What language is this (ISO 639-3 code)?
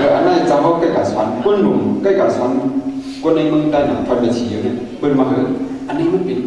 shn